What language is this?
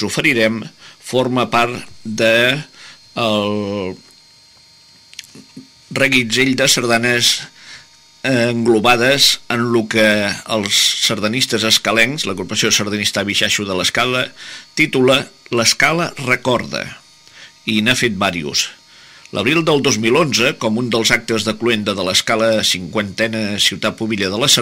Catalan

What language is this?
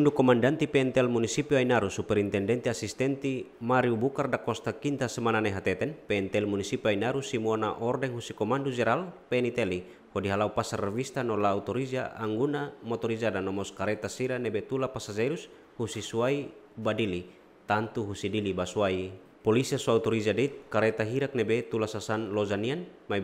Tetum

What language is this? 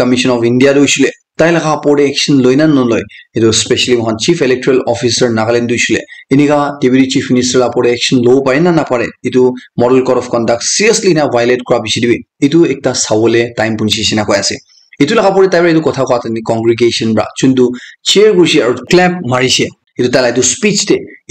Naga Pidgin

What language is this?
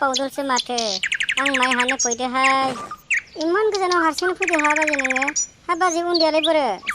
Bodo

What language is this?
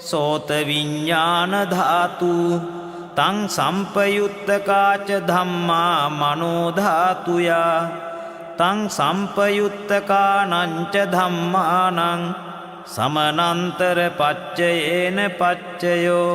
Pali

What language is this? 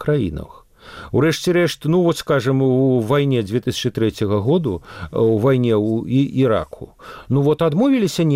Belarusian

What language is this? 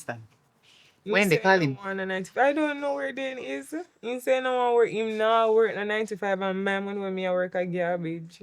Jamaican Creole English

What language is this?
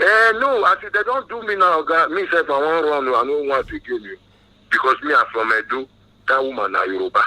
Nigerian Pidgin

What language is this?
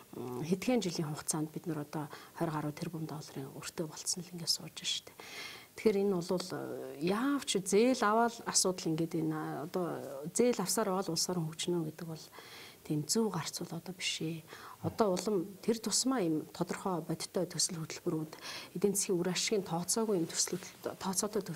Mongolian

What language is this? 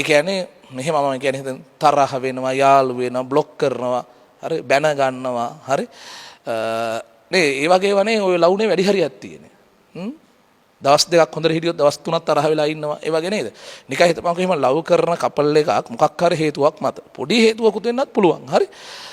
Sinhala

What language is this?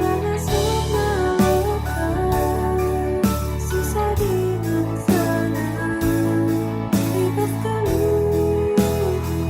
Batak Karo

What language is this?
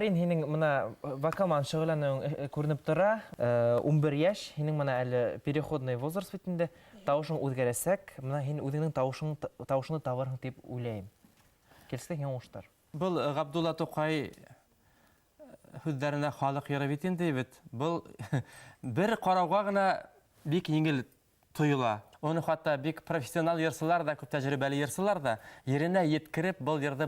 Bashkir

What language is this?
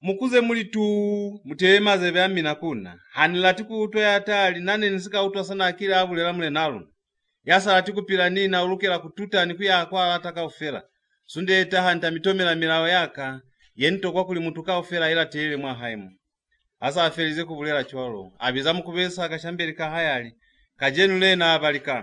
Lozi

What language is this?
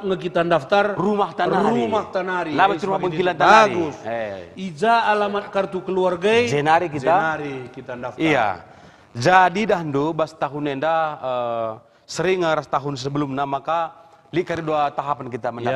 Batak Karo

